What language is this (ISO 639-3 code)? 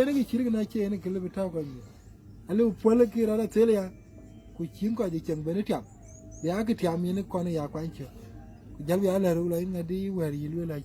din